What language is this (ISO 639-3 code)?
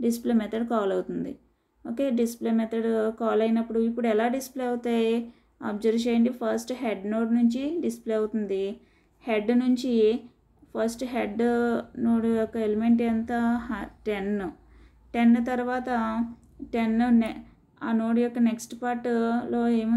tel